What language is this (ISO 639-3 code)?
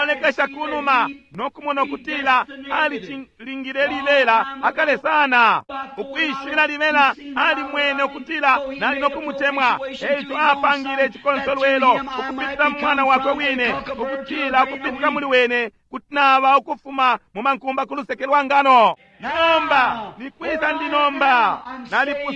bem